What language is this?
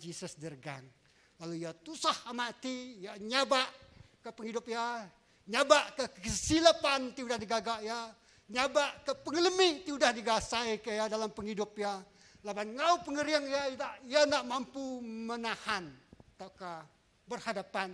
Iban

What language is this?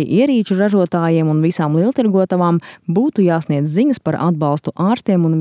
Latvian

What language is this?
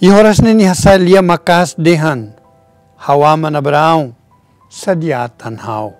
Tetum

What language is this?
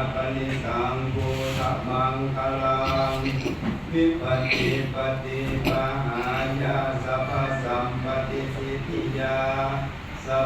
Pali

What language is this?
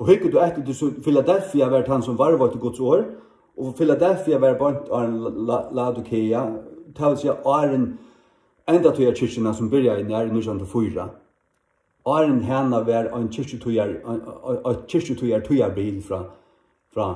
Faroese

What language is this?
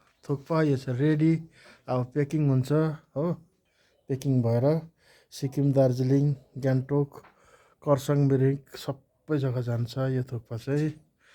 Nepali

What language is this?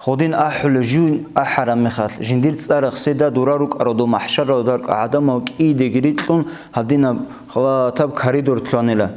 Avaric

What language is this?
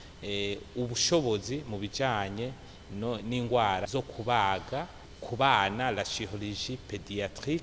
Rundi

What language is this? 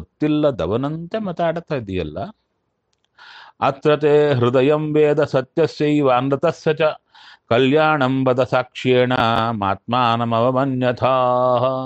Kannada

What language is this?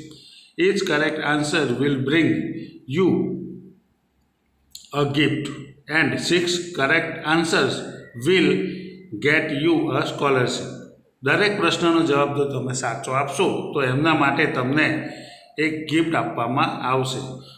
Gujarati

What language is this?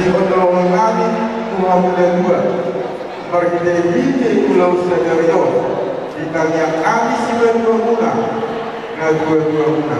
Batak Toba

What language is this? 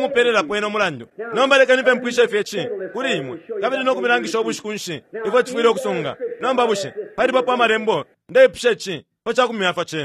Bemba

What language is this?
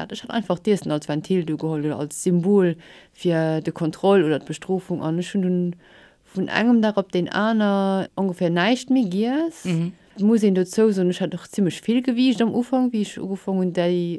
Luxembourgish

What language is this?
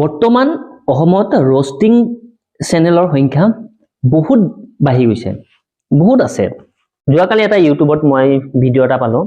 Assamese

